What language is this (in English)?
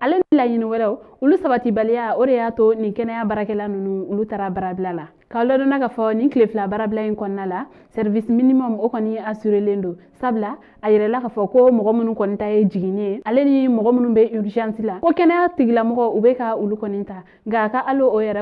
Bambara